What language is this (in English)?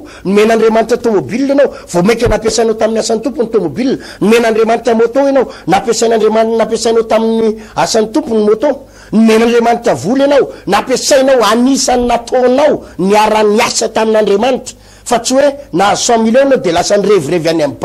Malagasy